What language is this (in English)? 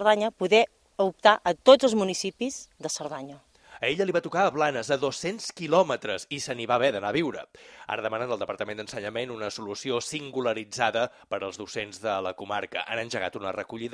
Catalan